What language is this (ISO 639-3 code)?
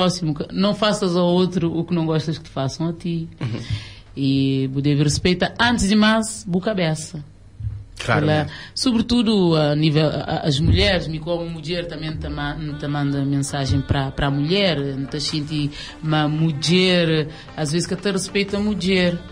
kea